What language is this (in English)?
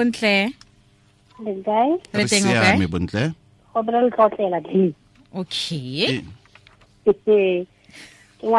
Tswana